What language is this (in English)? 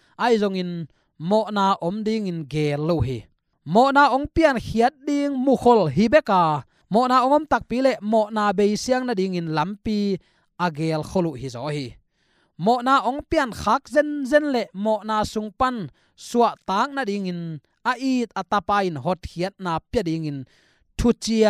Tedim Chin